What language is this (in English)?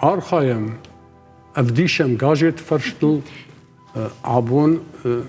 Ossetic